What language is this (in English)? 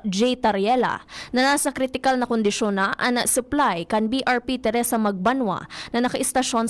Bikol